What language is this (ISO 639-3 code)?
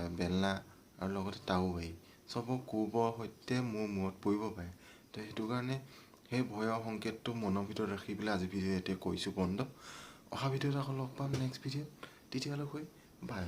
asm